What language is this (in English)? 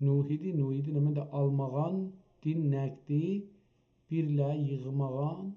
South Azerbaijani